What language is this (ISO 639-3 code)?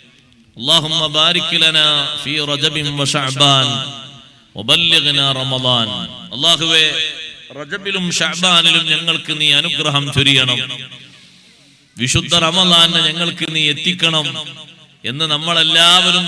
mal